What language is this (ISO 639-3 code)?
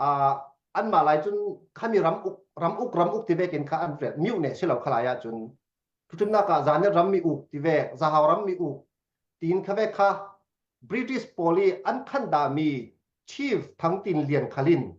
cfm